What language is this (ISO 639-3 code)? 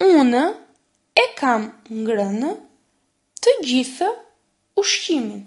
sqi